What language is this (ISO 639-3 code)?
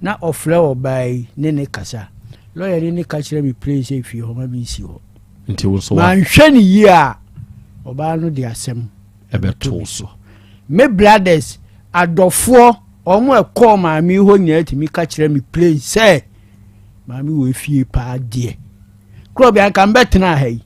aka